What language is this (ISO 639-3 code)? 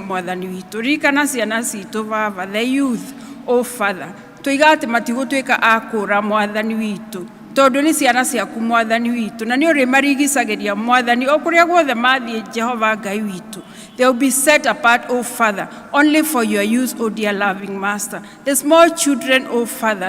kik